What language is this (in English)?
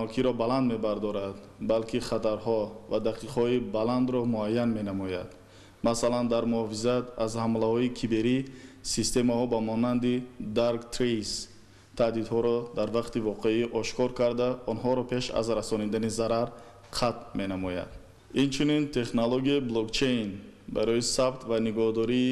Tajik